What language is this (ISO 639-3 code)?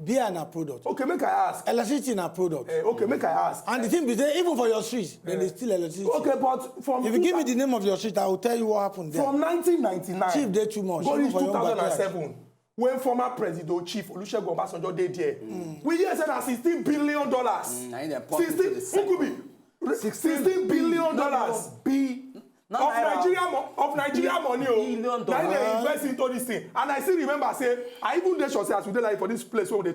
pcm